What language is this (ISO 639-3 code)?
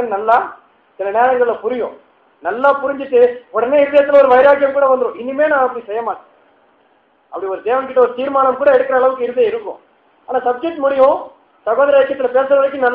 tam